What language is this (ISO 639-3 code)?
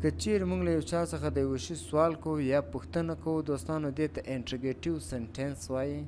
pus